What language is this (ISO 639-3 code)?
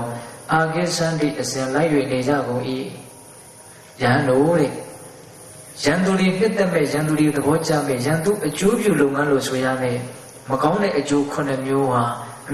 mya